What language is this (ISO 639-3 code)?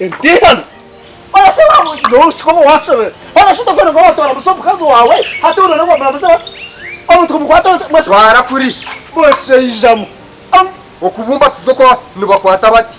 nyn